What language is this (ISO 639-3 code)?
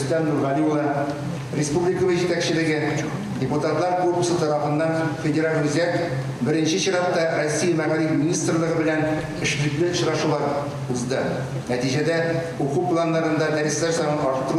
tat